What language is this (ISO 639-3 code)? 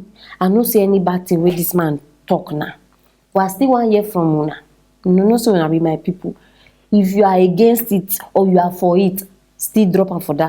pcm